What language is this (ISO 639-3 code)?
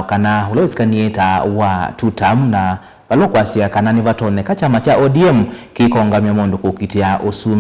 kam